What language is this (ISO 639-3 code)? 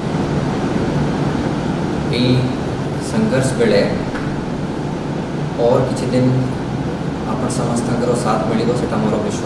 ori